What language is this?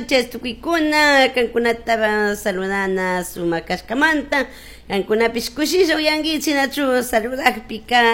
Chimborazo Highland Quichua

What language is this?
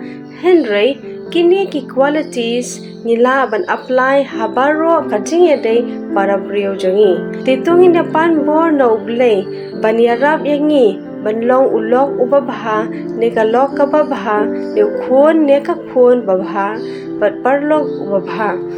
Khasi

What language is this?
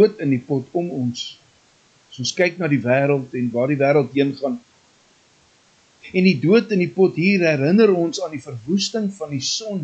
Afrikaans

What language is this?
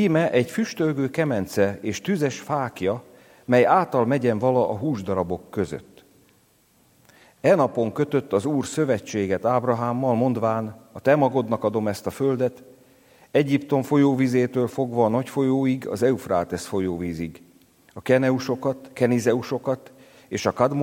Hungarian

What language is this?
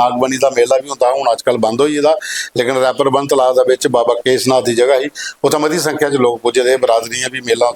Dogri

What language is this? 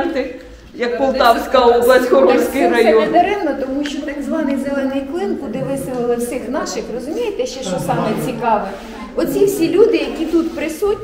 Ukrainian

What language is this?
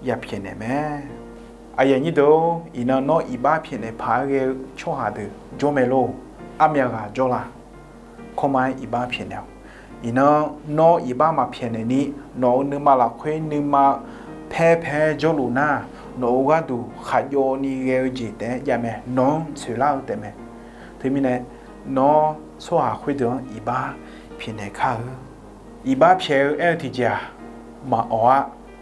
Akha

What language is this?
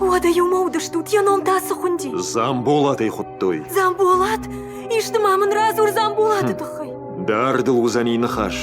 Ossetic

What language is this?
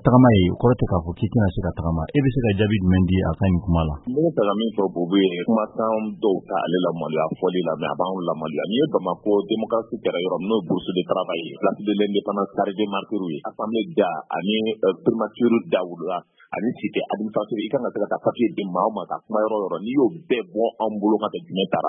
Bambara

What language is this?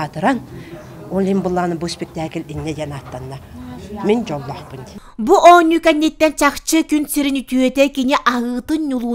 Yakut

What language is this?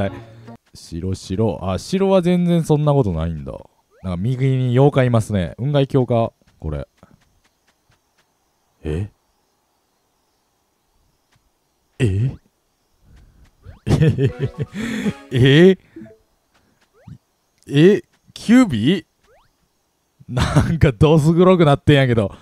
Japanese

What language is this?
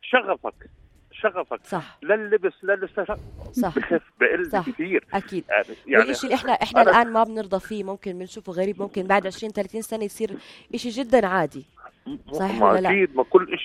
North Levantine Arabic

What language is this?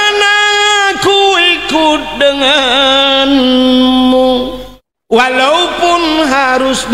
Achinese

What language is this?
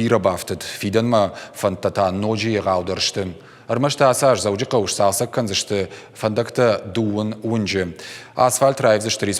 Ossetic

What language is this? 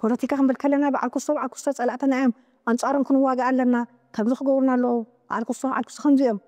Tigrinya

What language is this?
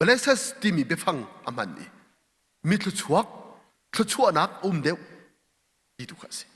Hakha Chin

